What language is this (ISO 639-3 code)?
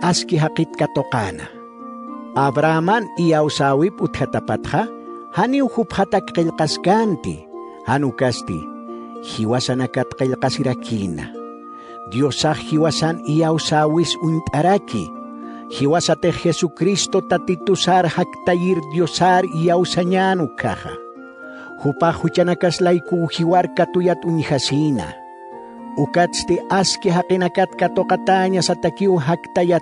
aym